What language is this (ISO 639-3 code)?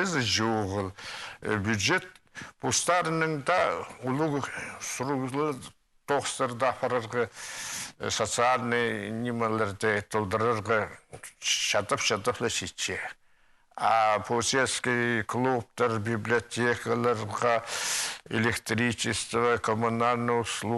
kjh